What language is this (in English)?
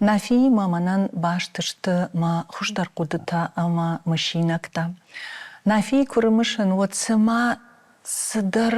Ossetic